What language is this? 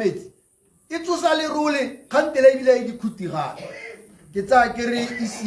Tswana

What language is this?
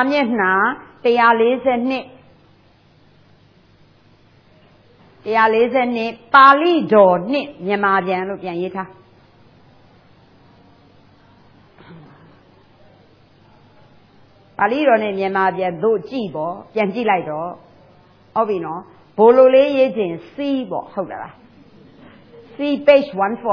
Burmese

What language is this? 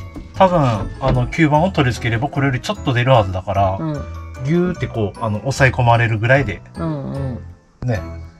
Japanese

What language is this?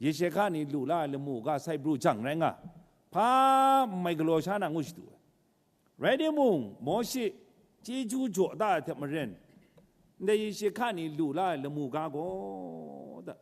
Kachin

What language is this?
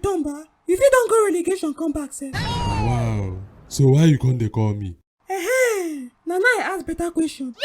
Nigerian Pidgin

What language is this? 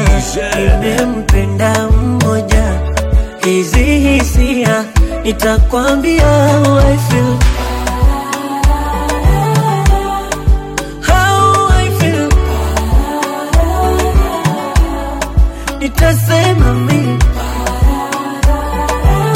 Swahili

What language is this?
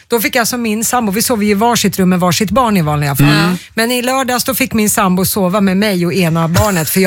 Swedish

